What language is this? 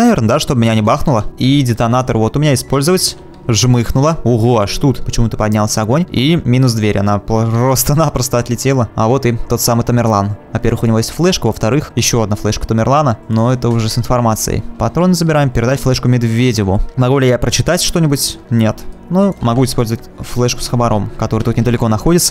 Russian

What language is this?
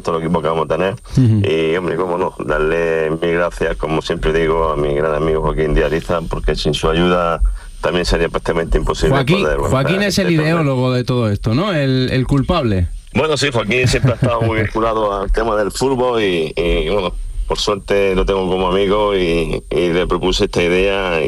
Spanish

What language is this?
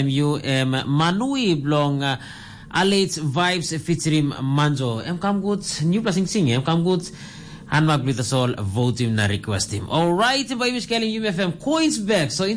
Tok Pisin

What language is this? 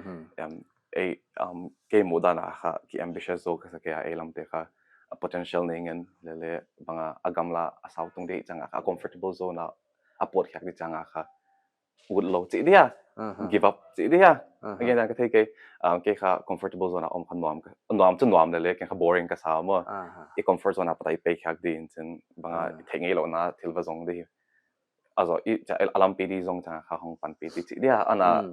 Paite Chin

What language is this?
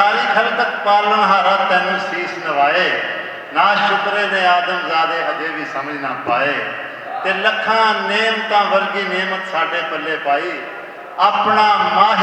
Western Panjabi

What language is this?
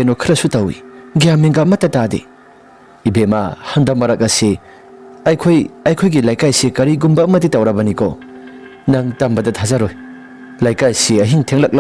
Manipuri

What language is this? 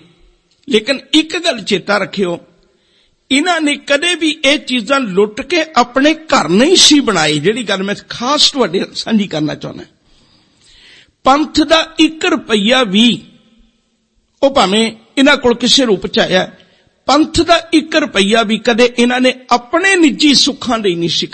Punjabi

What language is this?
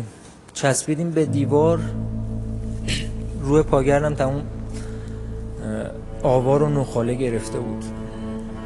Persian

